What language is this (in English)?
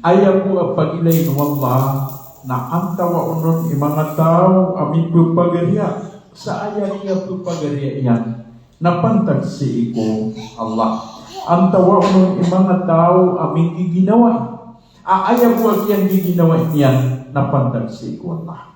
Maranao